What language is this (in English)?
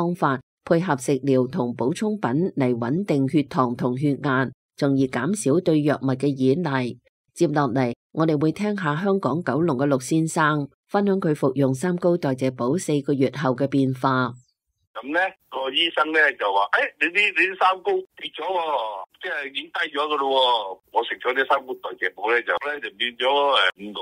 Cantonese